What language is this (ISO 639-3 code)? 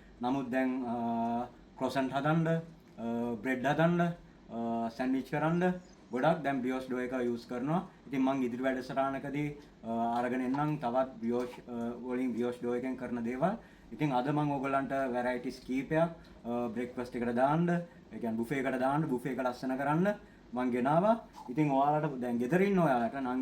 sin